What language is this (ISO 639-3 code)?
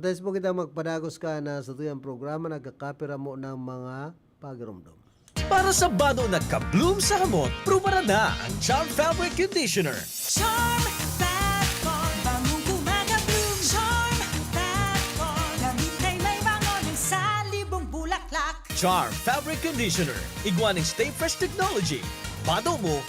bik